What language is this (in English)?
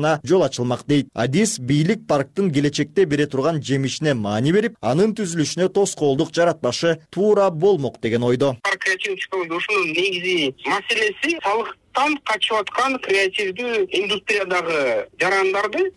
Kyrgyz